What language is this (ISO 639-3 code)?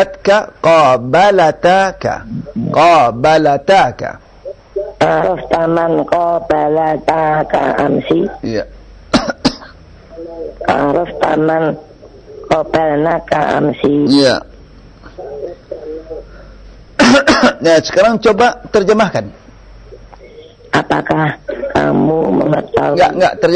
ind